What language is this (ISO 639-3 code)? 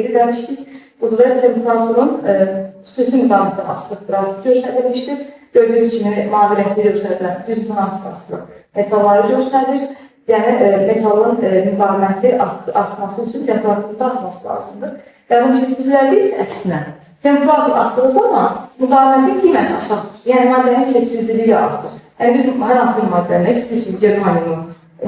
aze